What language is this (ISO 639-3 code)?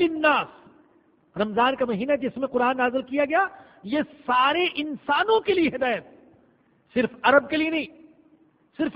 urd